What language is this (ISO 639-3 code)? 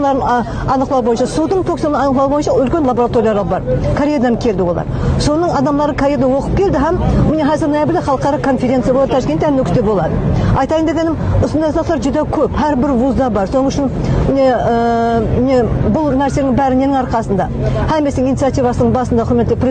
kaa